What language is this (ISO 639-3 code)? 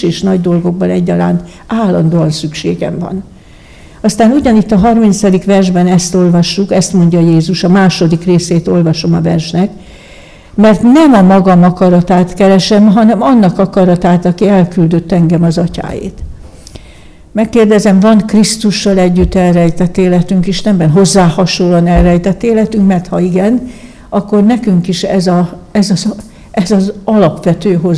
hun